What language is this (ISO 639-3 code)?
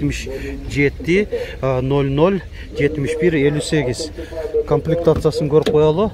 kir